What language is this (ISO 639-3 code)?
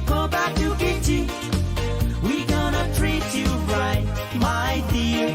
pon